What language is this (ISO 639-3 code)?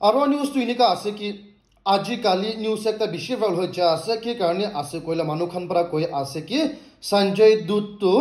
nag